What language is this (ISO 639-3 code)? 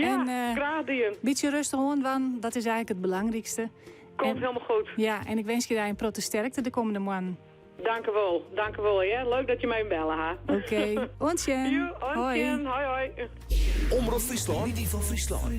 fry